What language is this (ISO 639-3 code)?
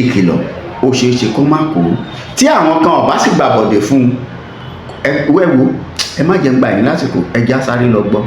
yor